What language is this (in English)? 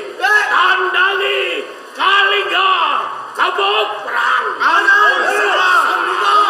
Javanese